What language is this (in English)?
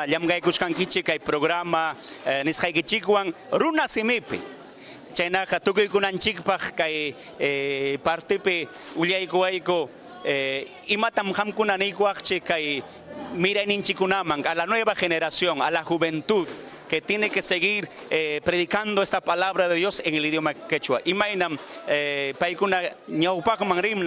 Ayacucho Quechua